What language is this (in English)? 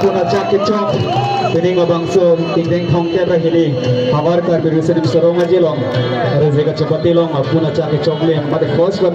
Karbi